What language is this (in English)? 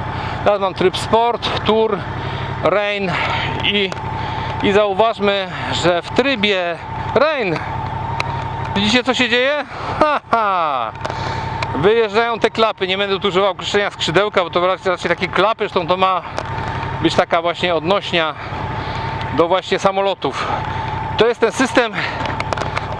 Polish